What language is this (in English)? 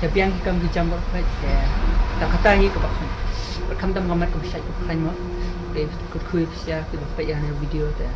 Khasi